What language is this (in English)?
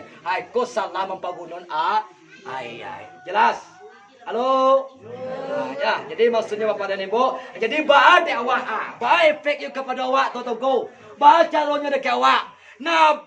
Minangkabau